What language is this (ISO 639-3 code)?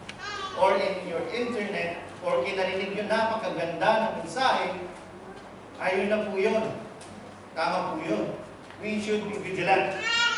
fil